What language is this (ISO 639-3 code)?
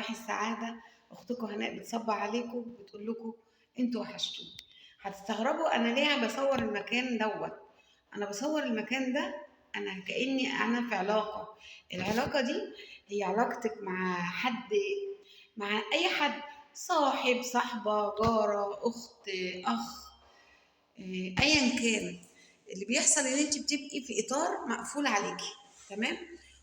arz